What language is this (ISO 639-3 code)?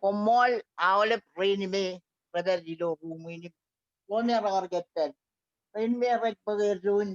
mah